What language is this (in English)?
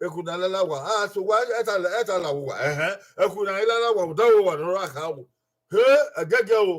Bini